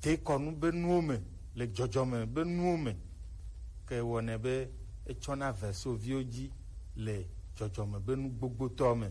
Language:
Gen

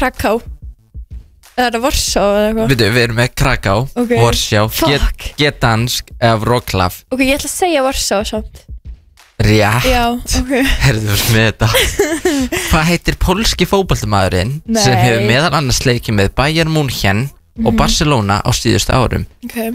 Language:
Icelandic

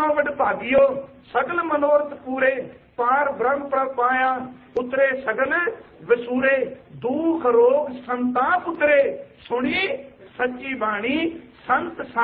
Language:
Punjabi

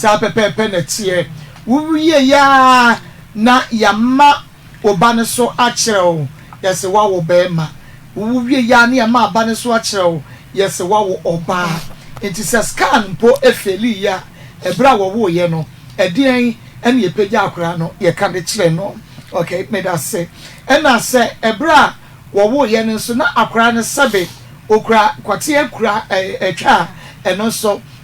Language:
Akan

